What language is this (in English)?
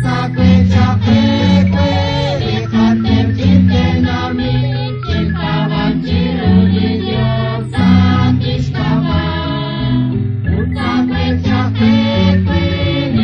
Kekchí